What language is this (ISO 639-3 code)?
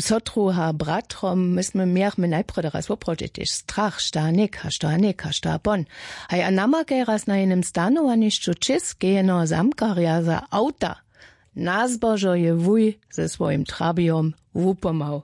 hsb